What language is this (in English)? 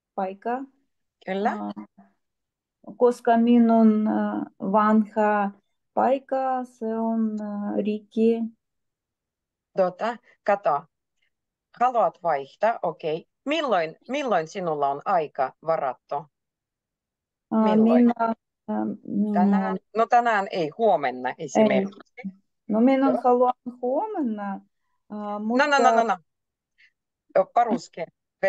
Finnish